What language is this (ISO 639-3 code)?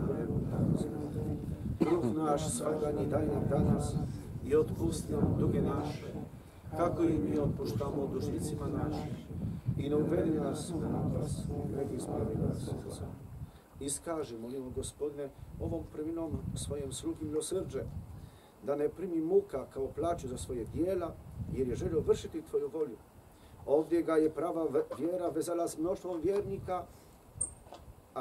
hrv